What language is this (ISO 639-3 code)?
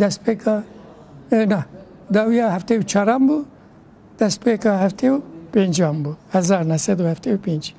kur